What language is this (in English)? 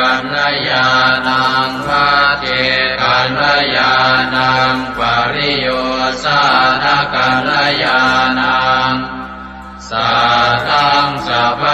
Pali